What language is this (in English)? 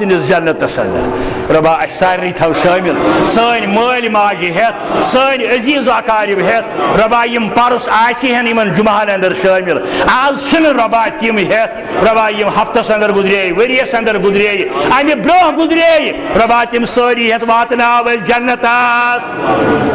Kashmiri